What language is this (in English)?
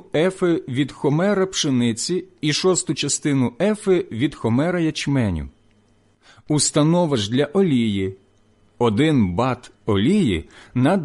Ukrainian